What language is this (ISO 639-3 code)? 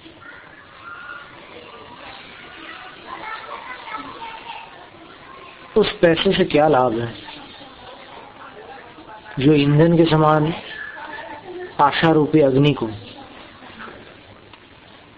hin